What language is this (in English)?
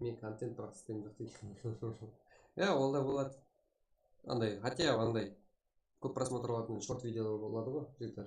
Kara-Kalpak